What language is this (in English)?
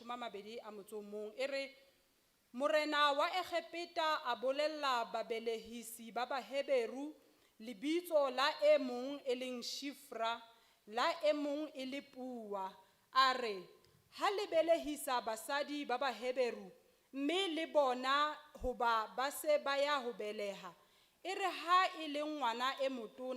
Southern Sotho